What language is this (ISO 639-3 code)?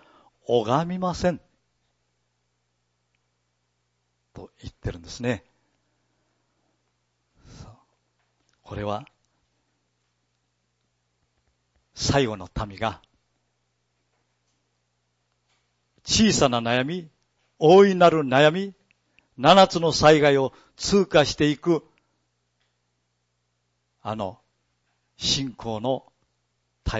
jpn